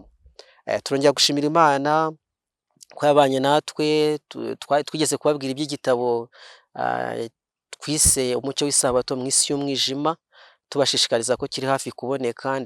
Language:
Kinyarwanda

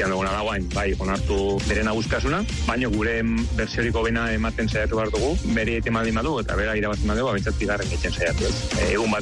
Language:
Basque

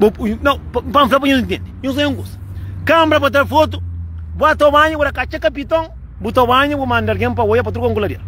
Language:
Kabuverdianu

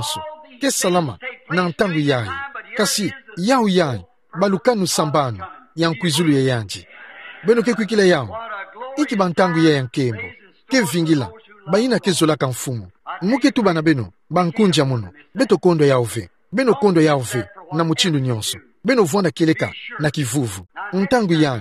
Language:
Kituba (Democratic Republic of Congo)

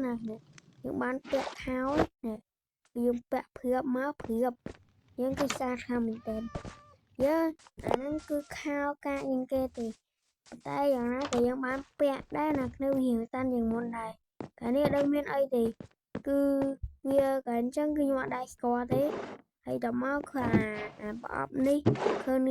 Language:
Khmer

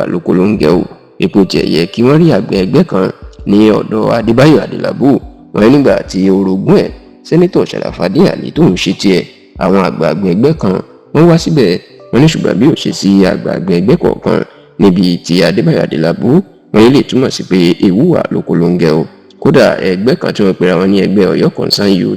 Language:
Yoruba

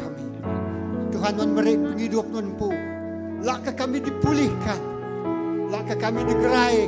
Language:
Iban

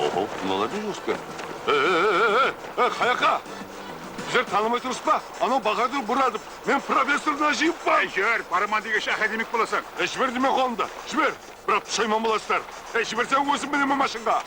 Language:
Kara-Kalpak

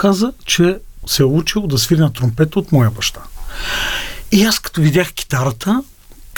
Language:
Bulgarian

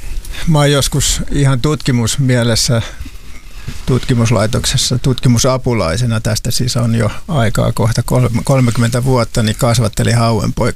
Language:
Finnish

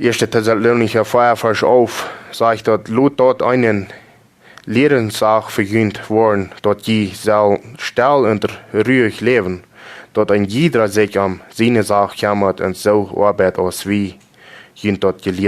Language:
Plautdietsch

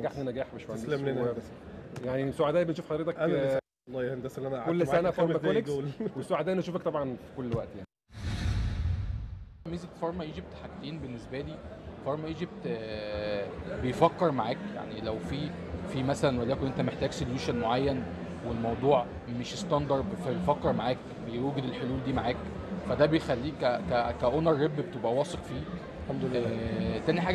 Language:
Egyptian Arabic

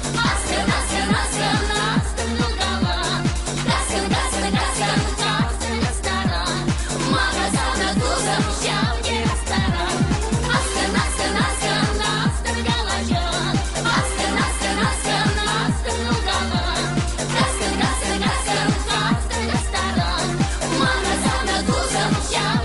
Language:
Chuvash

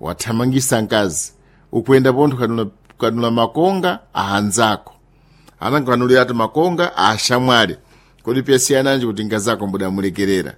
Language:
Sena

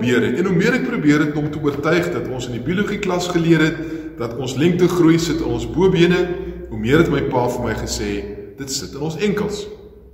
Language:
Afrikaans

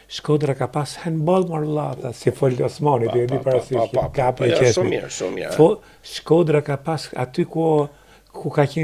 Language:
Albanian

